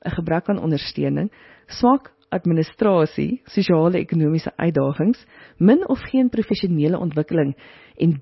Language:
Afrikaans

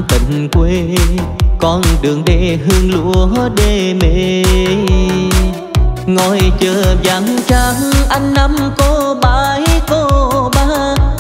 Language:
Vietnamese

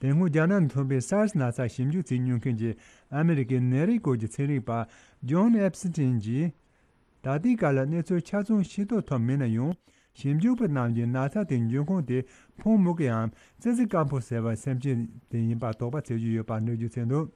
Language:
Tibetan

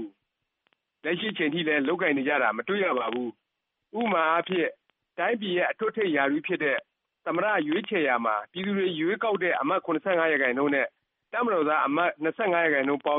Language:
Burmese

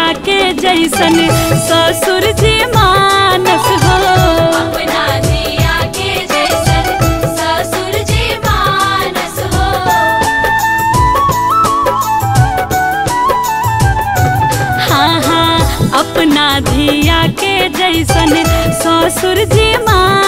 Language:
Bhojpuri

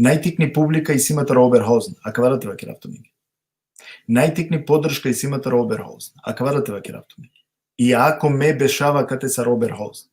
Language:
Balkan Romani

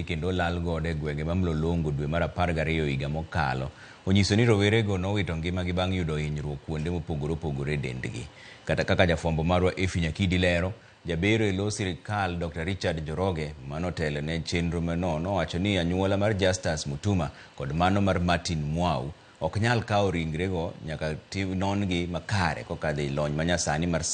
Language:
Luo (Kenya and Tanzania)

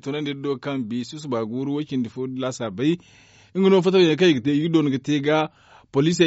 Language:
Zarma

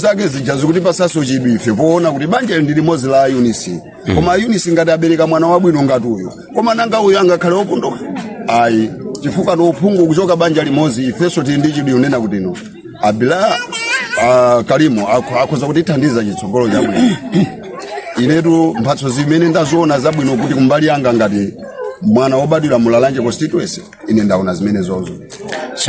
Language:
Nyanja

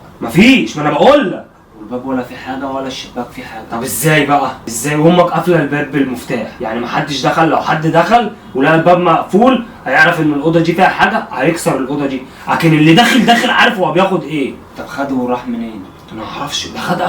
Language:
Egyptian Arabic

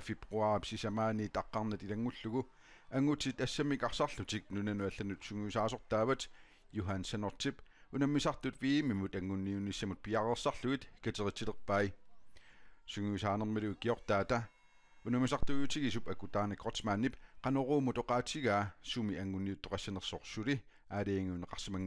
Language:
Kalaallisut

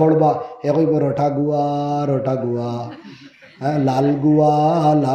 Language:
Sylheti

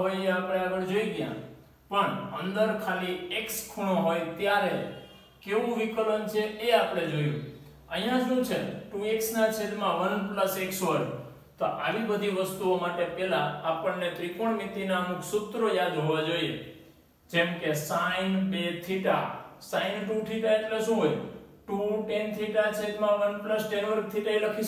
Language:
Gujarati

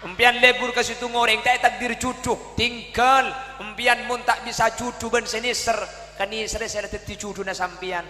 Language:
Madurese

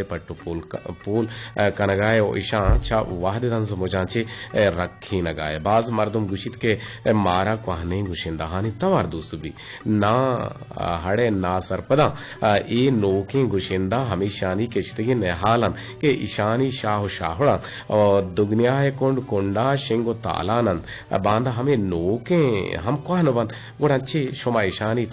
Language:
Eastern Balochi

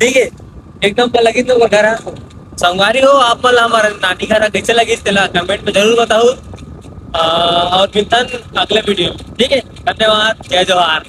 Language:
Chhattisgarhi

